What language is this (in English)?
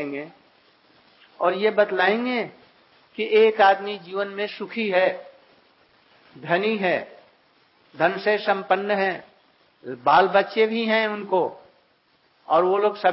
Hindi